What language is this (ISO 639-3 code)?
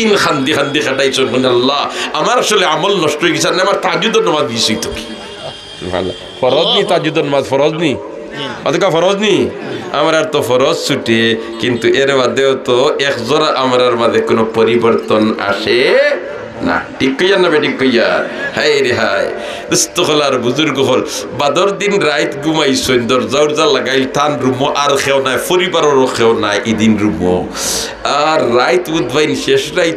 syl